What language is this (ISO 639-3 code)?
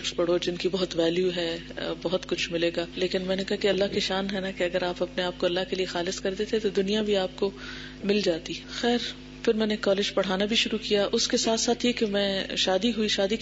urd